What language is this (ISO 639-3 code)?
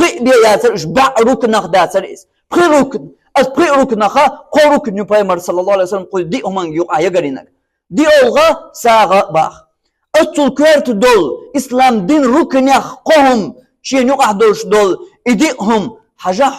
che